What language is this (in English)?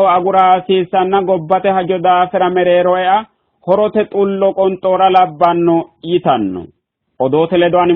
Sidamo